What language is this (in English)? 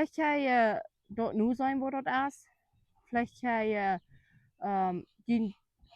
Plautdietsch